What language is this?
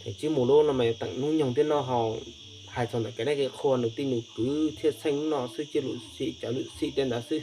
Hmong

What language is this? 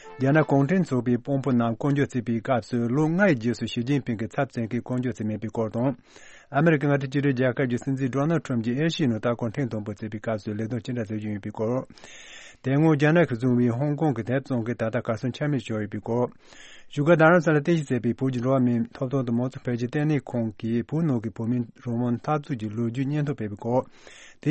Tibetan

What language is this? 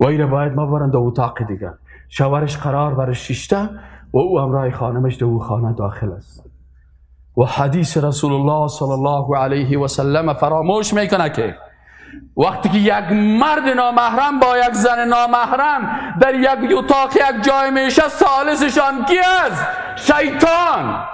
Persian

